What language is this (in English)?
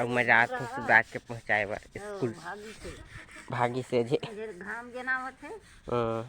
Chhattisgarhi